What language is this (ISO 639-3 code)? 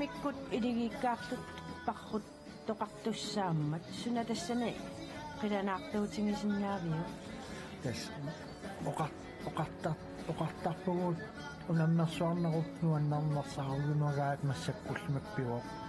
kal